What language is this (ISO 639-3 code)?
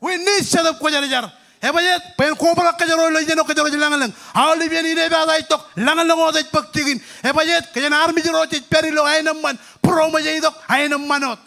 mah